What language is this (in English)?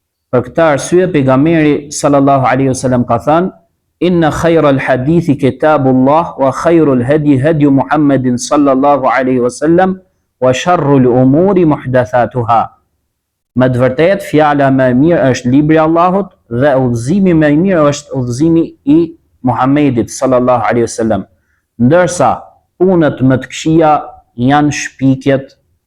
Albanian